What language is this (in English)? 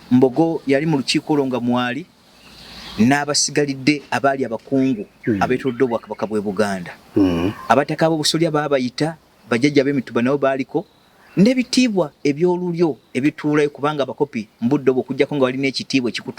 Ganda